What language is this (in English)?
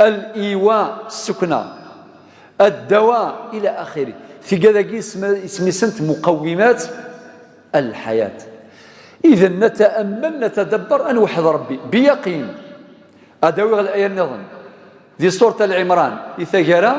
Kabyle